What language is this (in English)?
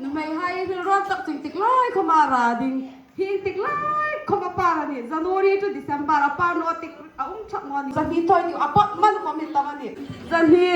Hmar